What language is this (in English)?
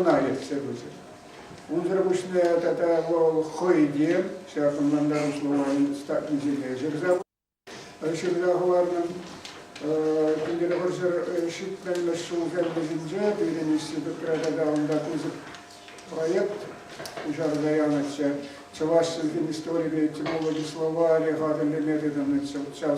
Chuvash